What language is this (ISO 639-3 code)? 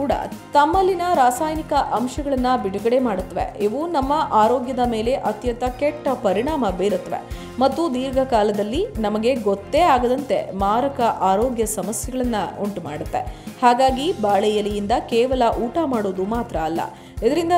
kan